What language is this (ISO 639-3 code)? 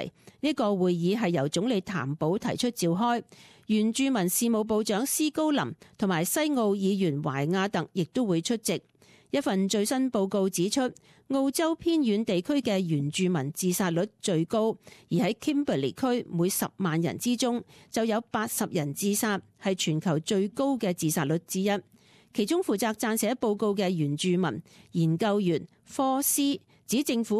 yue